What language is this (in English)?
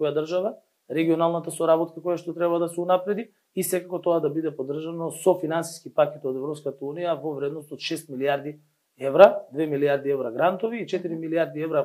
Macedonian